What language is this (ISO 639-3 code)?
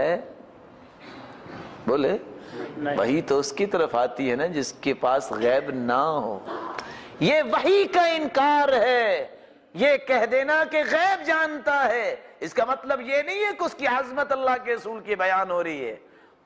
urd